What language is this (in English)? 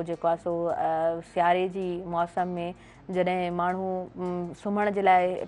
Sindhi